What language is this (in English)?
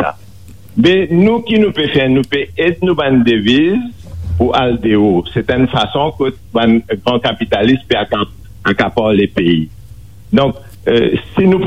Morisyen